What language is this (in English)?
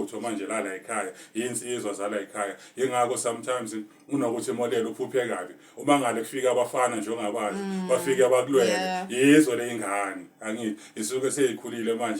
Zulu